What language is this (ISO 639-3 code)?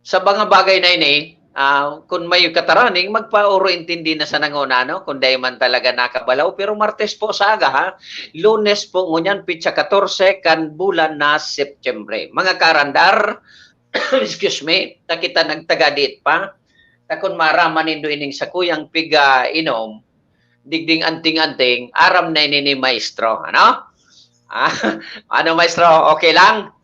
bik